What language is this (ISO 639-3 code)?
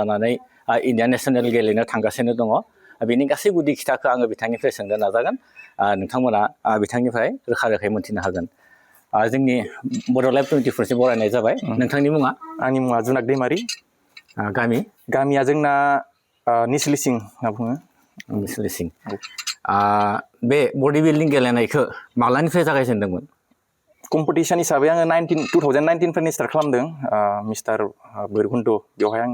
brx